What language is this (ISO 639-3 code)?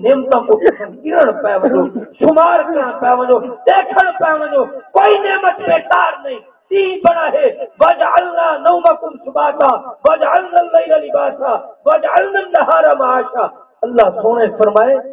skr